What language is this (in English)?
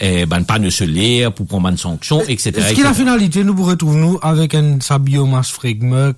Morisyen